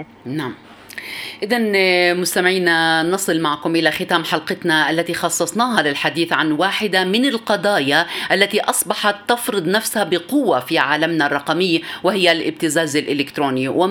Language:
Arabic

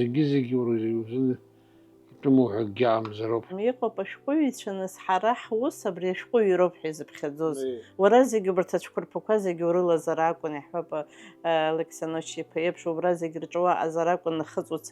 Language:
Abkhazian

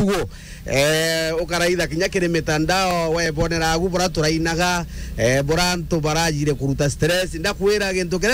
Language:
Meru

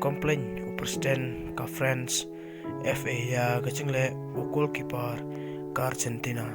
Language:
Khasi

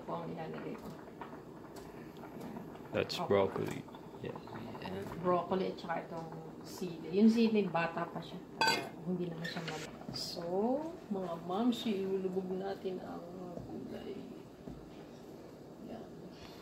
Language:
Filipino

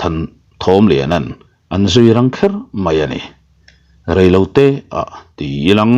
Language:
Mizo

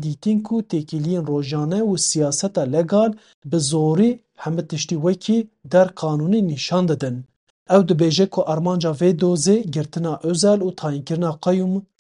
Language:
Kurdish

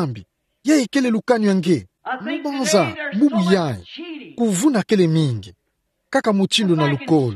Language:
Kituba (Democratic Republic of Congo)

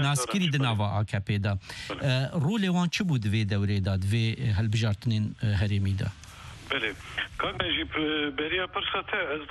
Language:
Kurdish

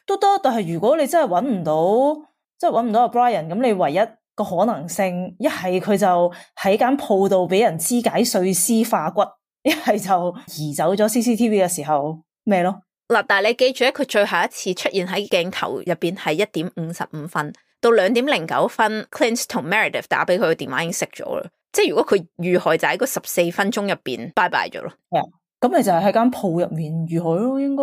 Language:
Cantonese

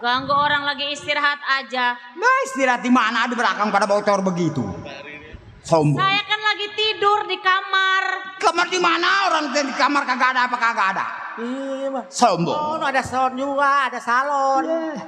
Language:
Betawi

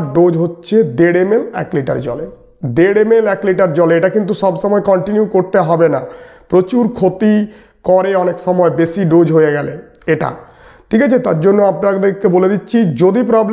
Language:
Bangla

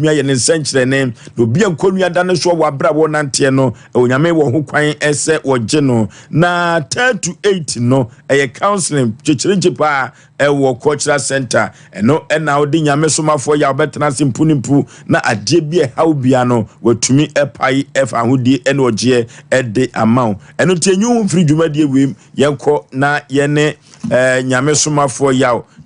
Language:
Akan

